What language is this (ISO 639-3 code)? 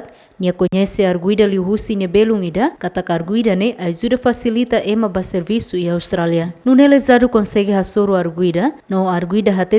tet